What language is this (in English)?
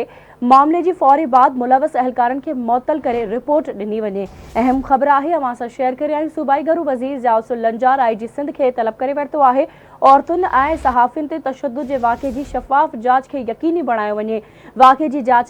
Sindhi